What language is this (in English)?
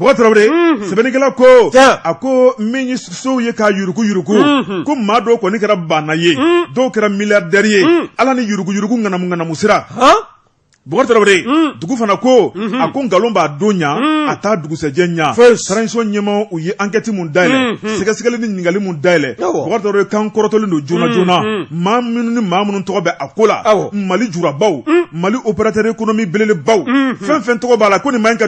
Bambara